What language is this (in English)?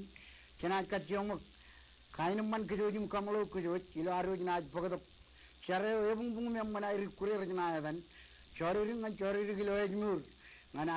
Marshallese